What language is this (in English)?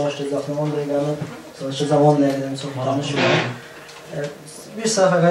South Azerbaijani